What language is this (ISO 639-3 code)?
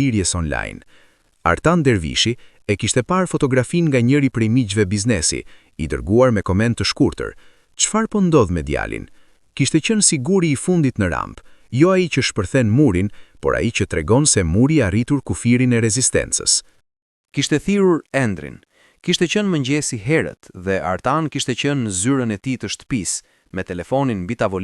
sqi